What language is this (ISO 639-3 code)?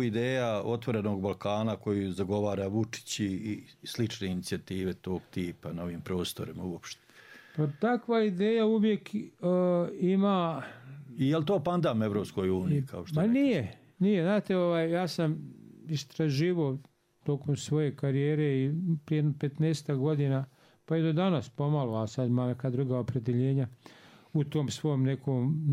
bos